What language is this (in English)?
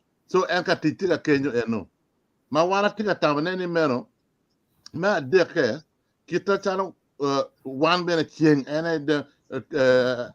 Acoli